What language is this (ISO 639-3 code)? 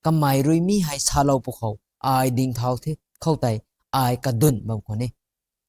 nbu